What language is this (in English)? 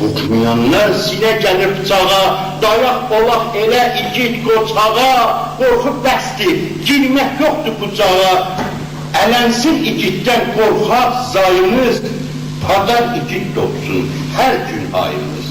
South Azerbaijani